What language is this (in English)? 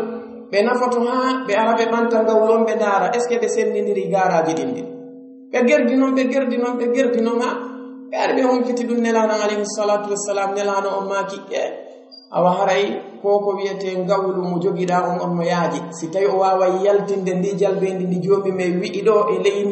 Pular